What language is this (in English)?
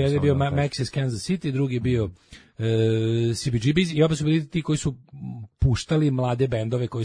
Serbian